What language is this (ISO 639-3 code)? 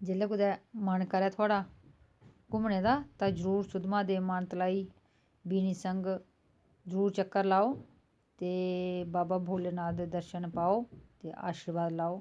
doi